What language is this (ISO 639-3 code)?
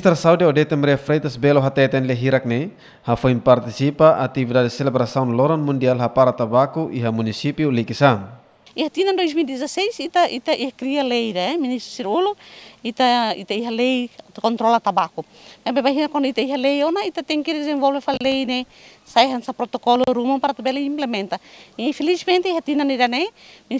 tet